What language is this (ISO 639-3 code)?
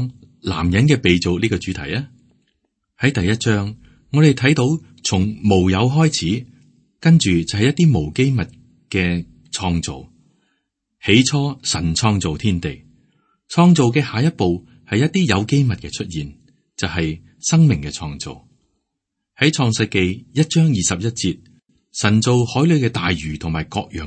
yue